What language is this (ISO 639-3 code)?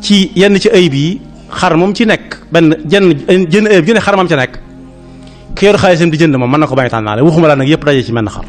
wol